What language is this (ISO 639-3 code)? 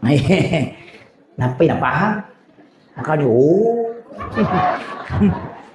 bug